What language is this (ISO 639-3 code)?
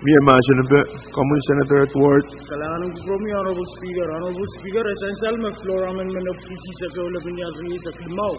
pon